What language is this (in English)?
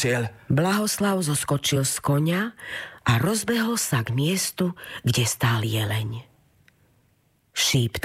Slovak